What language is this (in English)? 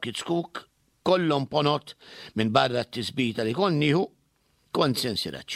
Maltese